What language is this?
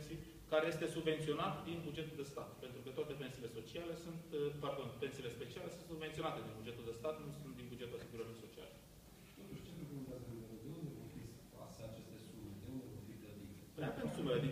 Romanian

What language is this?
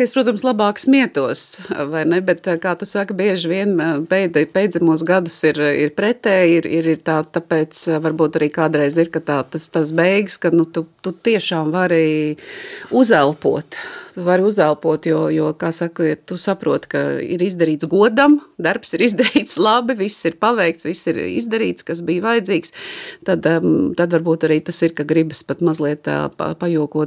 Latvian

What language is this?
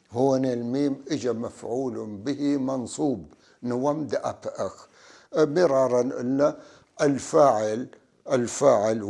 North Levantine Arabic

